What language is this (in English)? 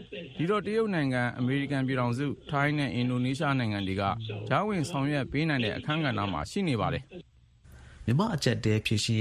Burmese